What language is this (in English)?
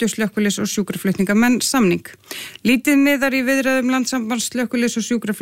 Icelandic